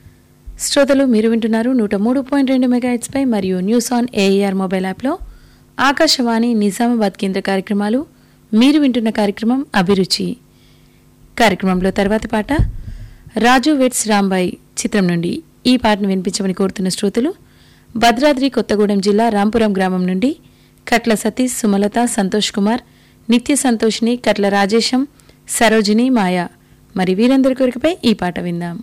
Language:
Telugu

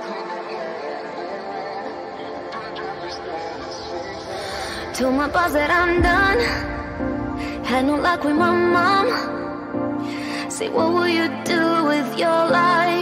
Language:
English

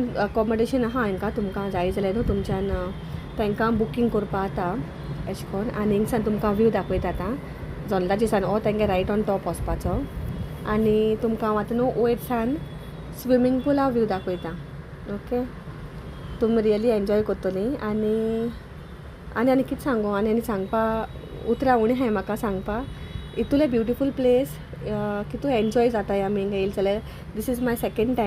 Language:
Konkani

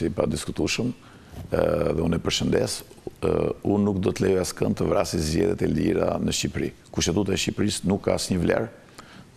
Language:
Albanian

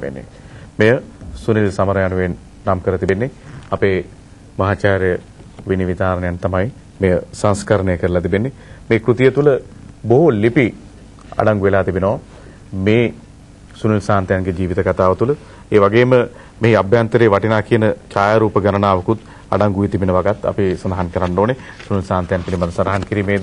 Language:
Sinhala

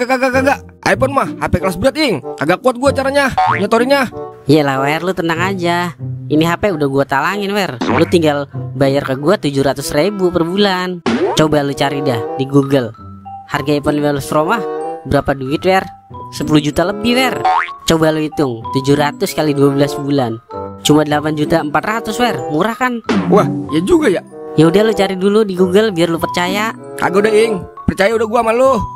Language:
Betawi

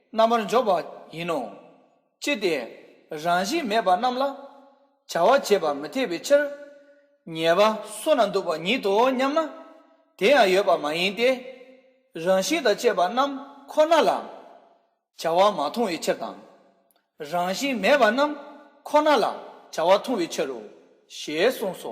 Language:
Tibetan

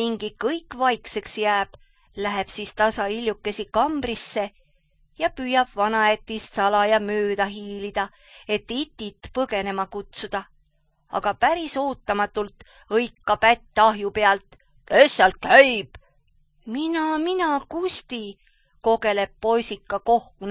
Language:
Estonian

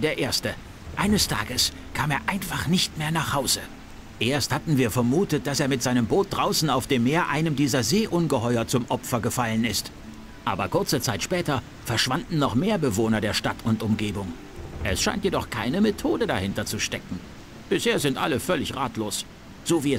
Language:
Bavarian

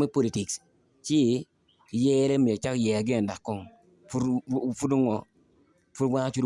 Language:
Acoli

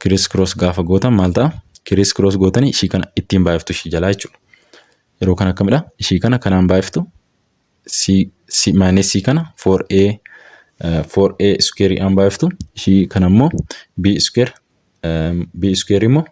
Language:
Oromo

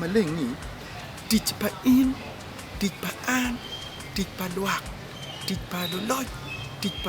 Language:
Acoli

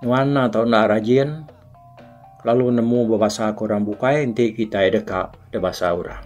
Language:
Iban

